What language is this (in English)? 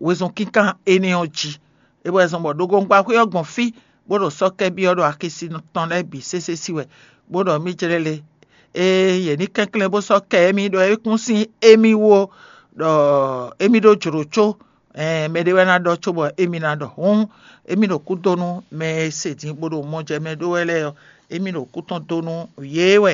Fon